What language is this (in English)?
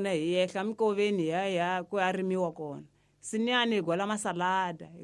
Tsonga